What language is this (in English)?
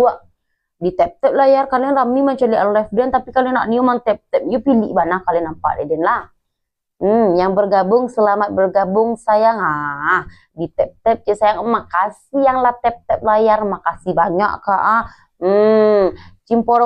Minangkabau